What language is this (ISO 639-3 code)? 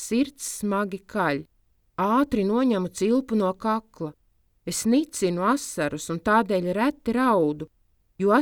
lav